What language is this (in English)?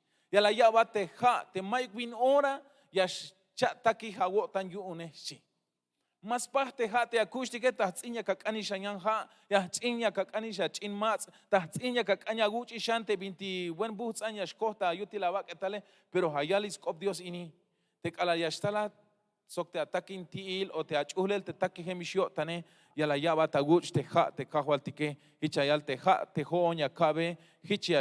Tzeltal